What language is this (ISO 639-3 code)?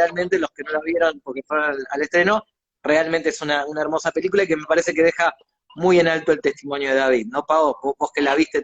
lad